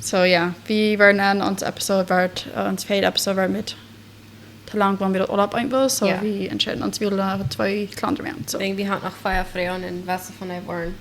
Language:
Plautdietsch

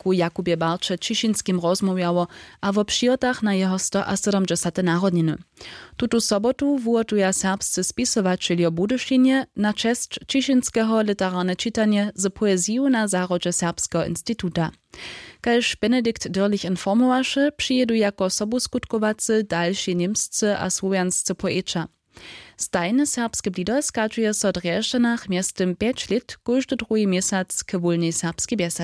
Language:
Upper Sorbian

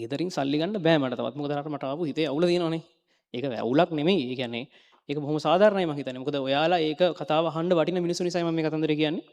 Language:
Sinhala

